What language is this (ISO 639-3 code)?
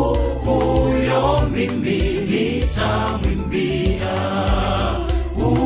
swa